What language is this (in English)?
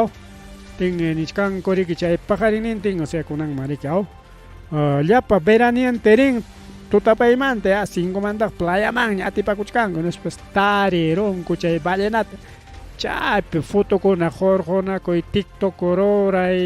Ayacucho Quechua